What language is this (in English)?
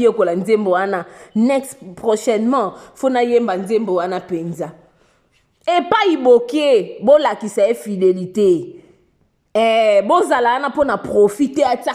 Lingala